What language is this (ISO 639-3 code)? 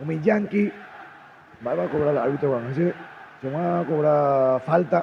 grn